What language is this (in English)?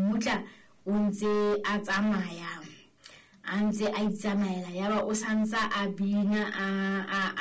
Southern Sotho